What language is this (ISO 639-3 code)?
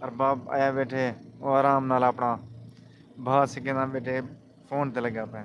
skr